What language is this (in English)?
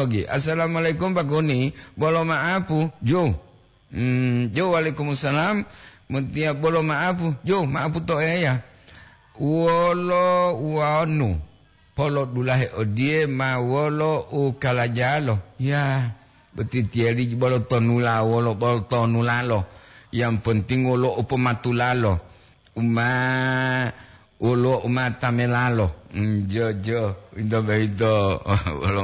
Gorontalo